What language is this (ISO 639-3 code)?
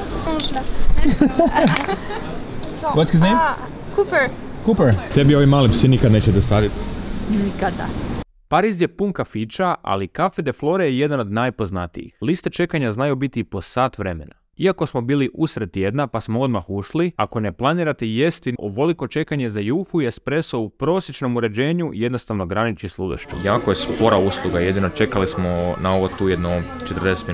hrv